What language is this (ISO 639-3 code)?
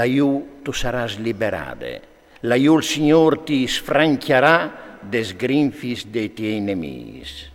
fur